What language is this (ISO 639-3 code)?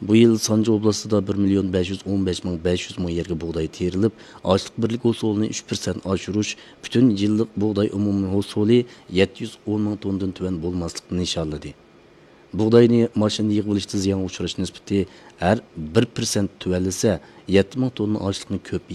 uig